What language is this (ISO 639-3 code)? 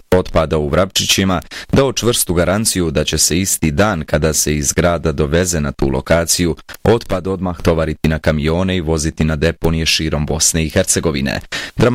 bos